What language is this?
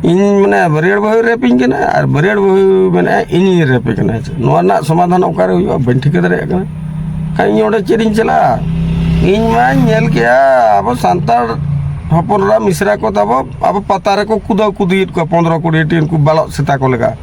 Santali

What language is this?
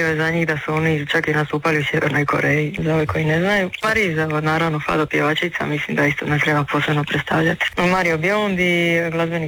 Croatian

